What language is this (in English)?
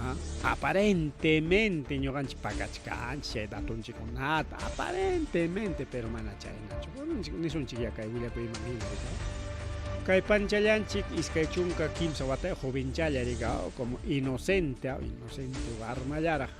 Ayacucho Quechua